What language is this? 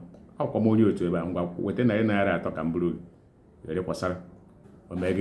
Igbo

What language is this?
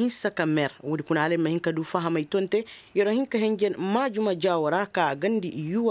Koyraboro Senni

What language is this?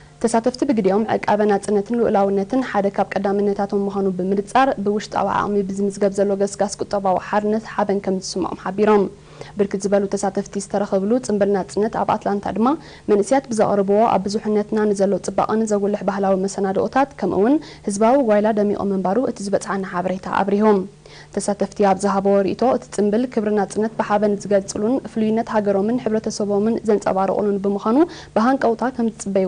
Tigrinya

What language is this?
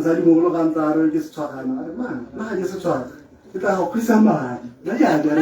Tswana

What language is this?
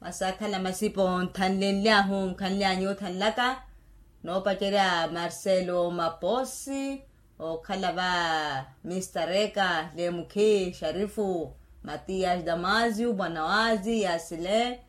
Makhuwa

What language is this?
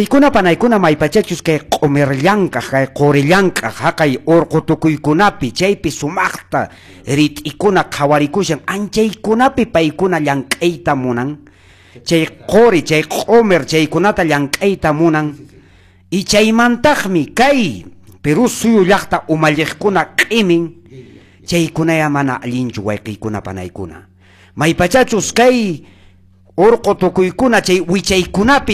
Quechua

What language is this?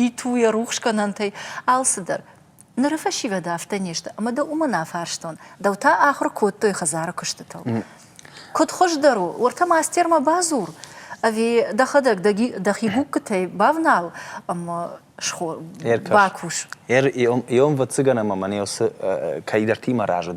Ossetic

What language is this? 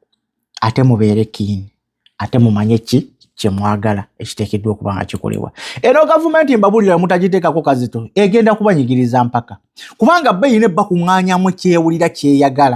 Ganda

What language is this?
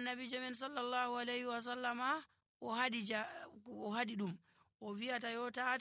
Nigerian Fulfulde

